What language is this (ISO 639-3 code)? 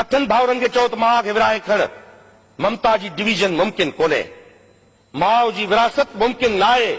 snd